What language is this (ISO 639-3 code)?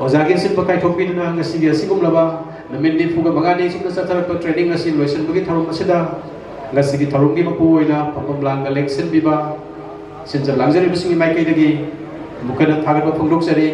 mni